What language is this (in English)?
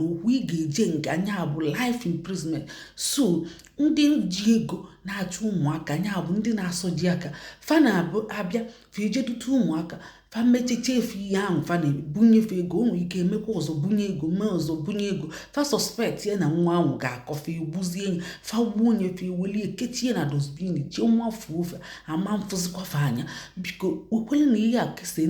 Igbo